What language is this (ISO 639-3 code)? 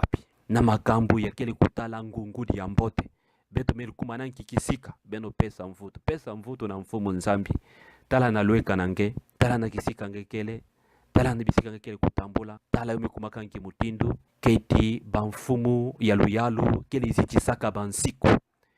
ktu